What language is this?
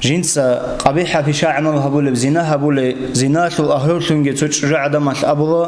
Avaric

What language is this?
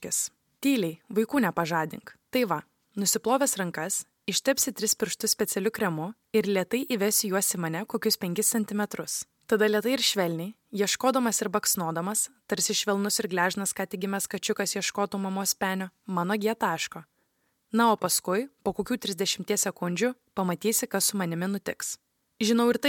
Lithuanian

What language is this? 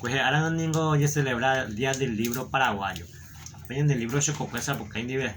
Guarani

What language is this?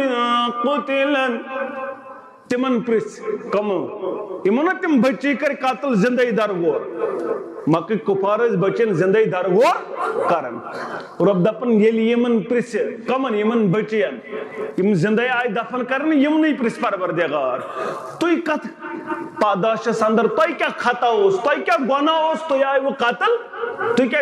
Kashmiri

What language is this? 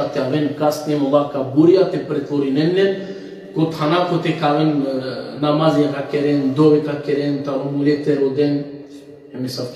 Balkan Romani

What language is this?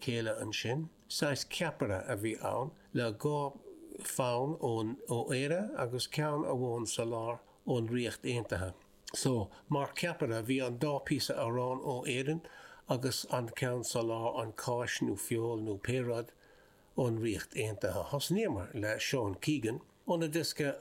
Irish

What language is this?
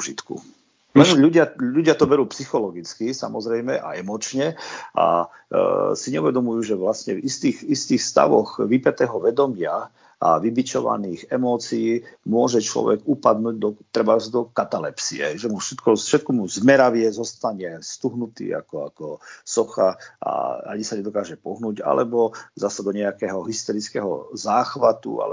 Slovak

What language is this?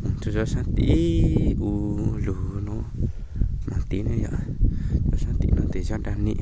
Hmong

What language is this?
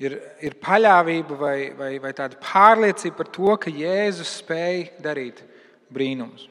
Latvian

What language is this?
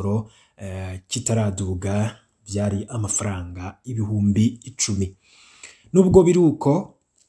Rundi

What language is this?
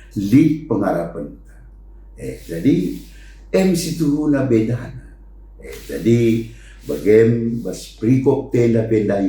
Batak Karo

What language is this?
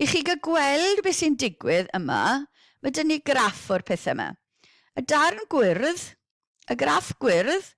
Welsh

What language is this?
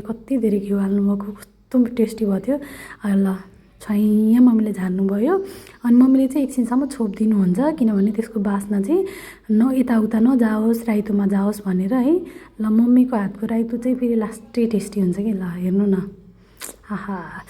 Nepali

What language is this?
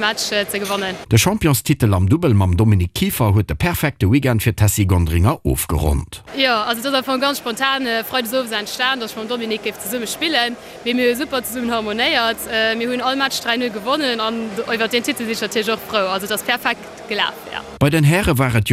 Luxembourgish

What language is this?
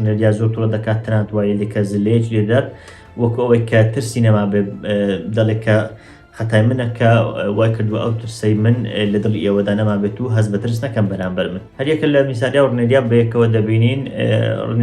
Central Kurdish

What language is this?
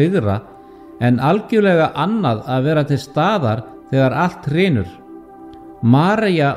Icelandic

